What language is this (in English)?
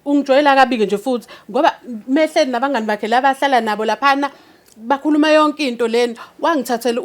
Zulu